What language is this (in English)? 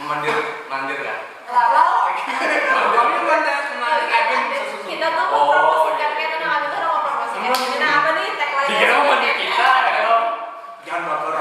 Banjar